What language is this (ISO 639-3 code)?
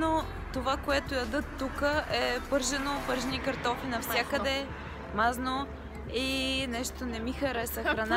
bul